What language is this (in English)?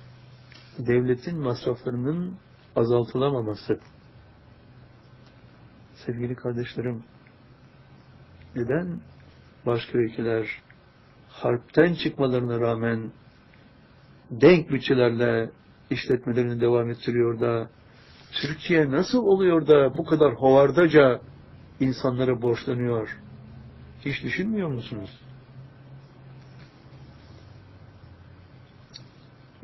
Turkish